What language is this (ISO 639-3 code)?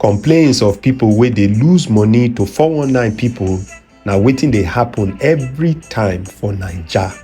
pcm